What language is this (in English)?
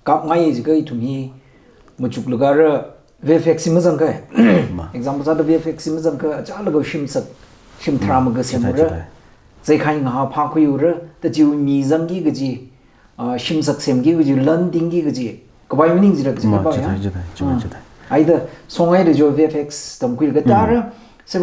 Tangkhul Naga (India)